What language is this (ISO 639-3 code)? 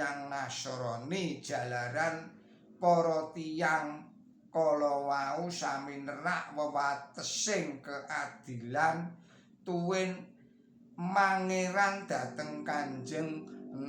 jav